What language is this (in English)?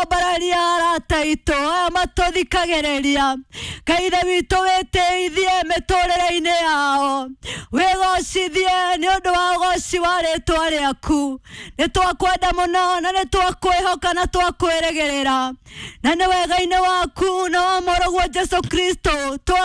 Kikuyu